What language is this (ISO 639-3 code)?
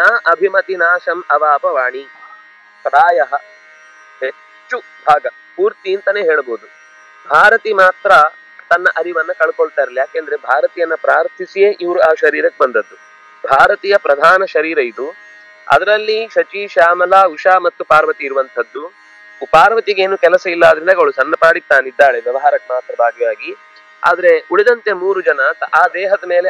kan